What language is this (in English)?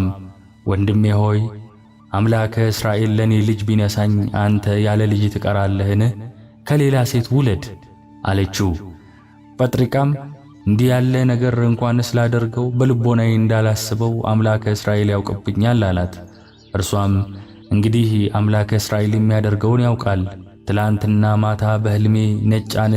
Amharic